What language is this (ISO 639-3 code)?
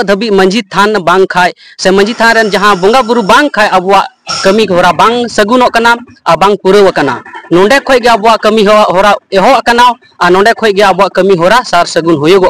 sat